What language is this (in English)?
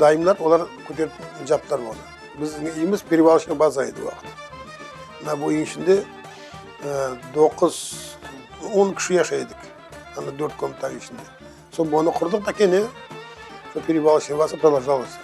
Crimean Tatar